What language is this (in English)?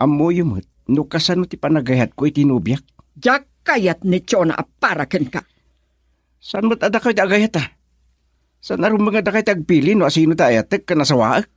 Iloko